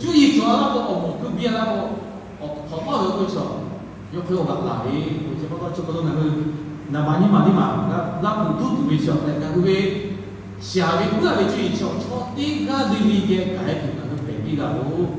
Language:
Lahu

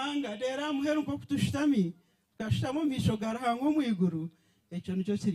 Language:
Nyankole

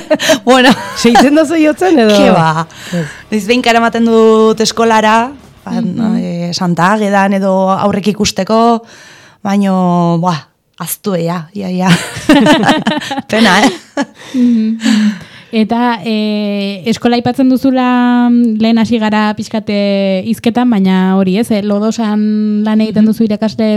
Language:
Basque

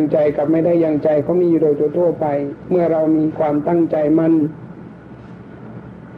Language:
Thai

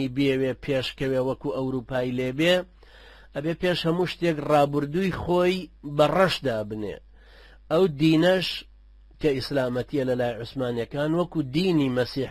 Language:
Central Kurdish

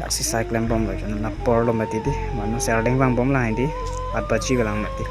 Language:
Karbi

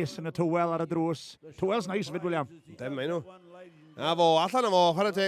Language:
Welsh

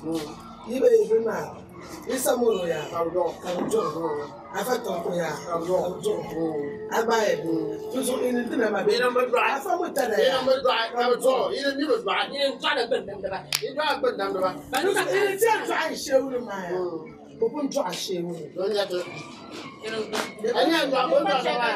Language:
Dagbani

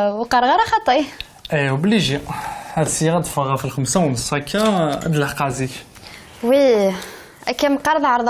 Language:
Kabyle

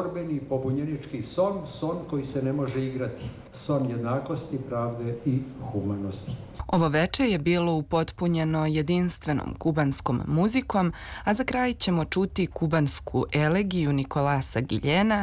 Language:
Serbian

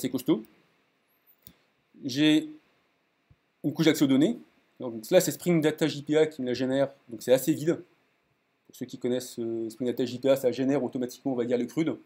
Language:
French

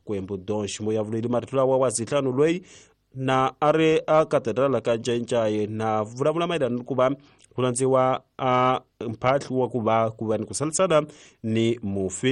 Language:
Tsonga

